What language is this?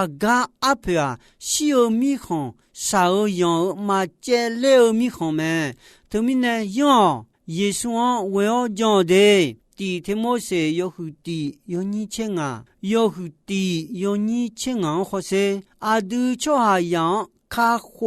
Akha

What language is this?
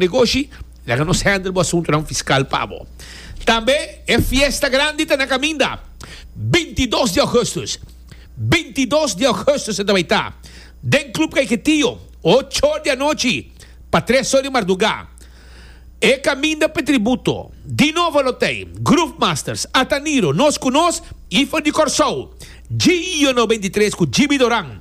Papiamento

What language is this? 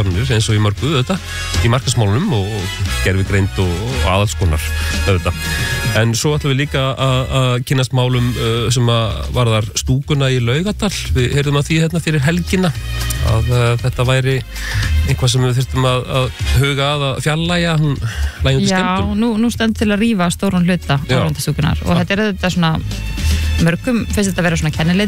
Icelandic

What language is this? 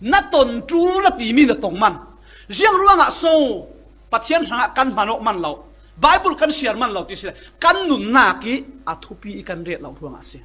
Falam Chin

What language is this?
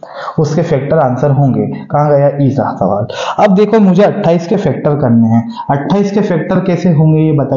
Hindi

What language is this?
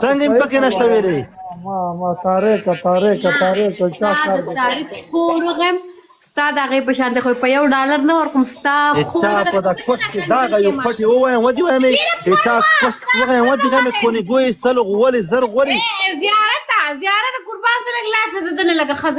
Pashto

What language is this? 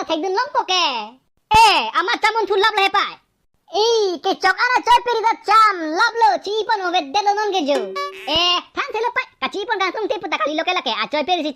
Karbi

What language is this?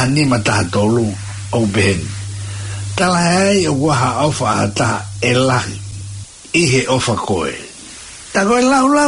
Tongan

